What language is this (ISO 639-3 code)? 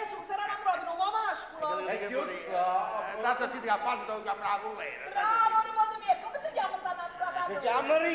nap